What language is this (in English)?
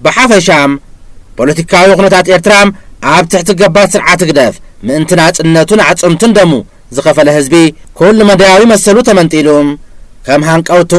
Tigrinya